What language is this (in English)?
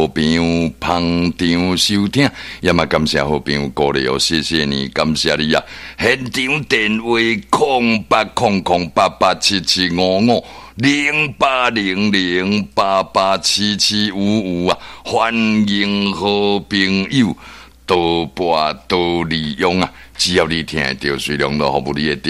Min Nan Chinese